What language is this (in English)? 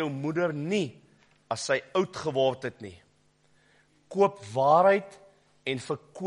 Afrikaans